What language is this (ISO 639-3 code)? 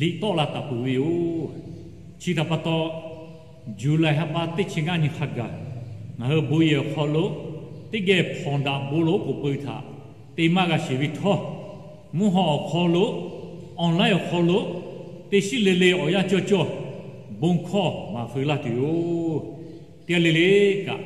lhu